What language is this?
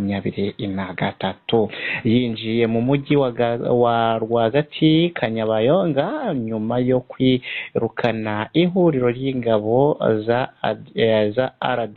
Kinyarwanda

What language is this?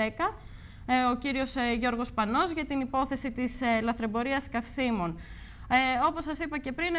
Greek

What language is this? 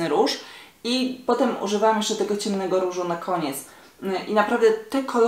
Polish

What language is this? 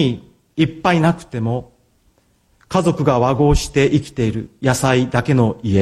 Japanese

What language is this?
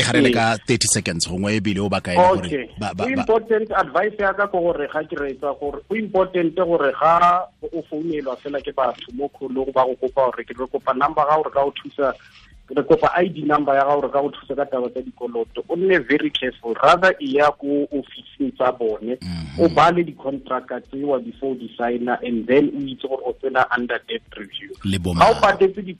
Tswana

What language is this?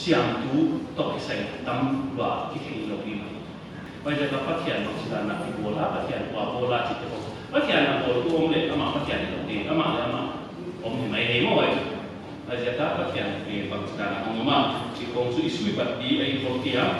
Paite Chin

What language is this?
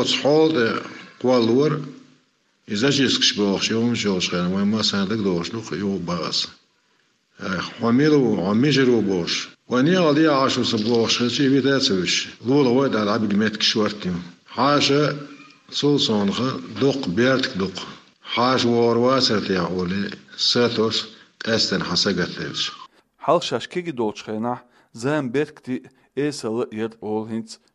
Chechen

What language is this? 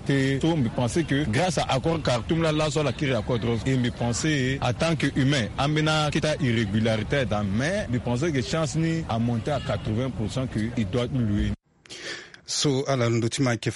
Sango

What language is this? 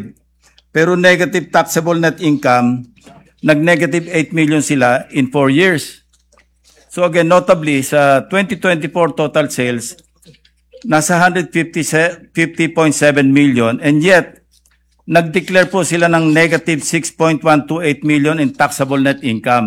Filipino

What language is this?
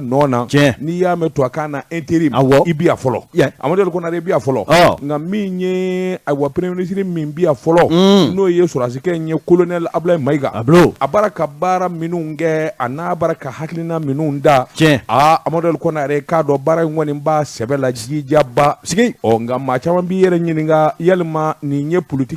Bambara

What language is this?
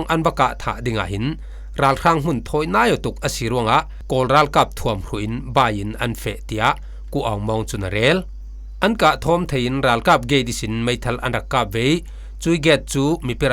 Falam Chin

